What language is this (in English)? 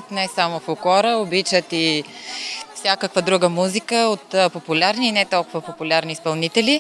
Bulgarian